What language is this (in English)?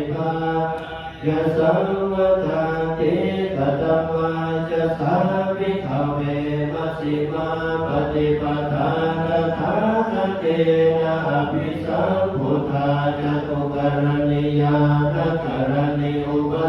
Pali